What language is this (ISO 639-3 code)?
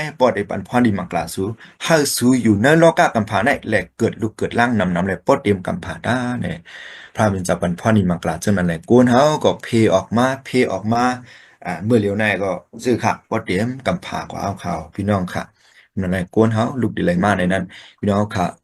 shn